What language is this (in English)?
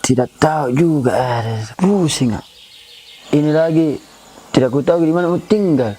Makassar Malay